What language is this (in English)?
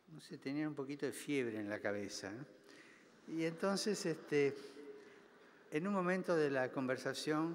Spanish